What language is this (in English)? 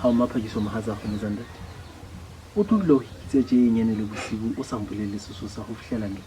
Southern Sotho